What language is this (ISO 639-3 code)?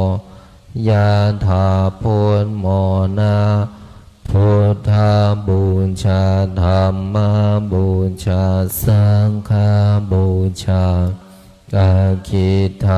pli